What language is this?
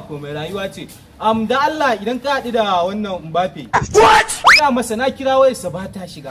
Hausa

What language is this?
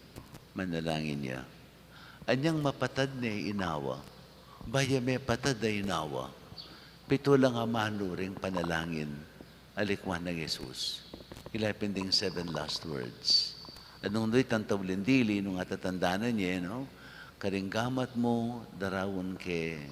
Pampanga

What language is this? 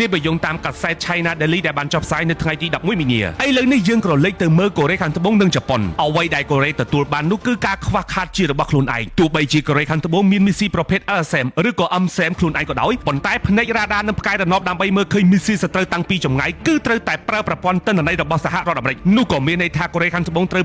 Khmer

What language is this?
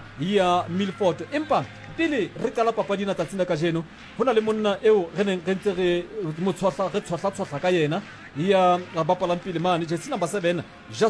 Southern Sotho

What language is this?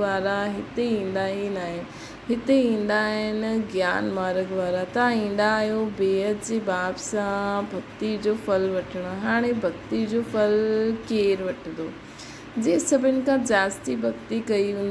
Sindhi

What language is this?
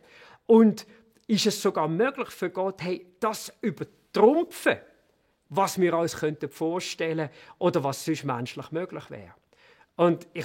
Swiss German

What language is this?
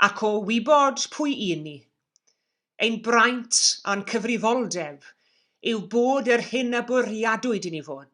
Welsh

